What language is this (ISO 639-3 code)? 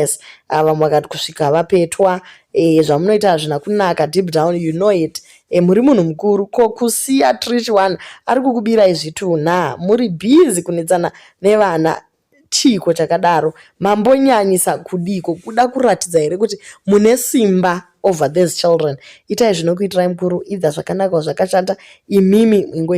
sna